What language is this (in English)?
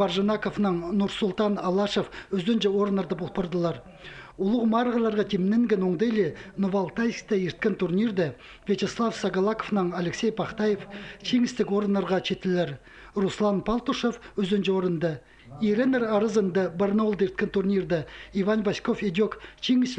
Khakas